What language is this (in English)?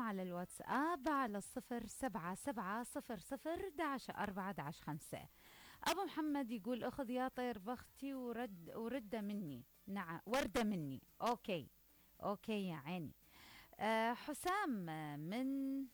Mesopotamian Arabic